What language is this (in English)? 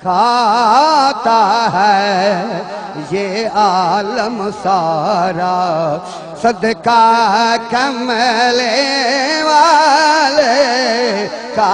Saraiki